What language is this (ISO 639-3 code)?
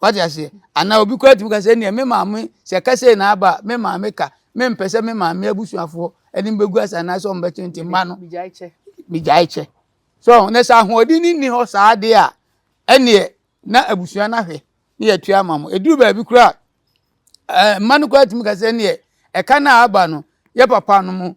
aka